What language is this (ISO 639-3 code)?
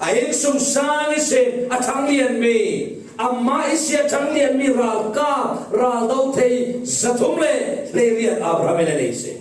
cfm